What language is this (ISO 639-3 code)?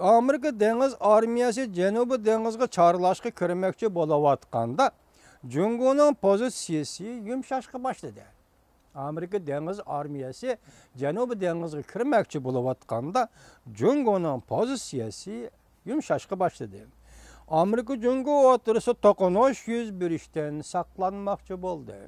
uig